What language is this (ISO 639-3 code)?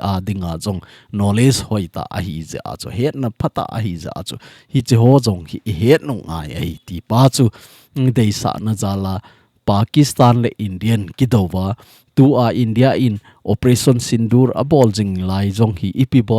tcz